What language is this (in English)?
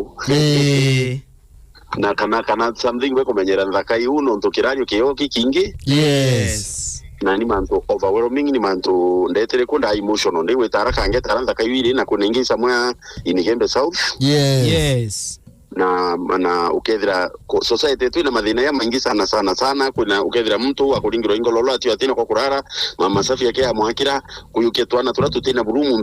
Meru